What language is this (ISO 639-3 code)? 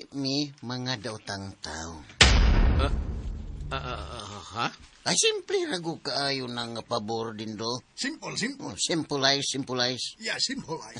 ceb